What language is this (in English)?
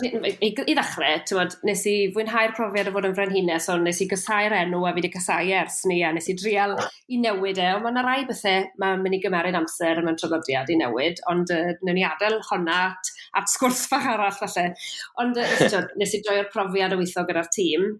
Welsh